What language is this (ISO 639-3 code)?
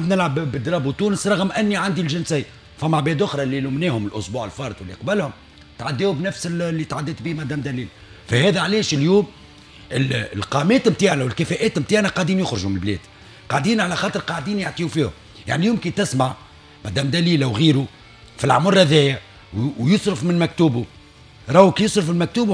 aeb